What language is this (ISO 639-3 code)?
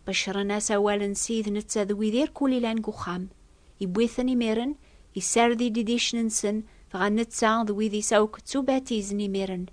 kab